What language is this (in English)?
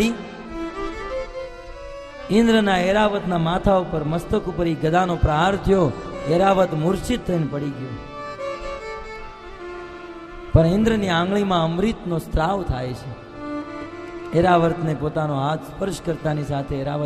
Gujarati